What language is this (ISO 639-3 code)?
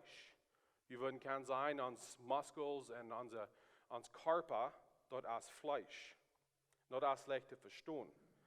pdt